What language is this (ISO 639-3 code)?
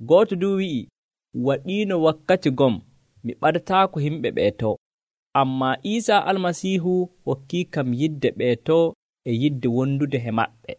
fuv